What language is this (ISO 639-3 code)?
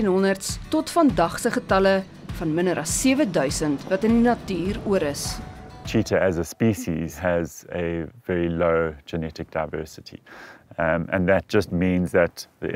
afr